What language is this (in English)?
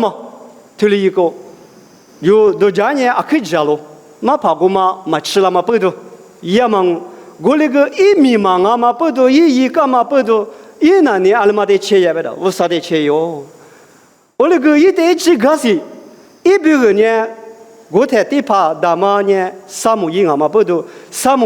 Lisu